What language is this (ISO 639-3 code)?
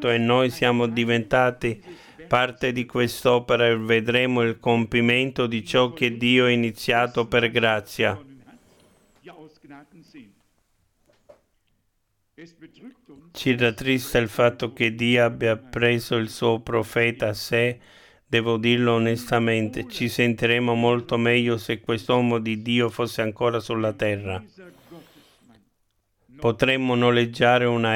ita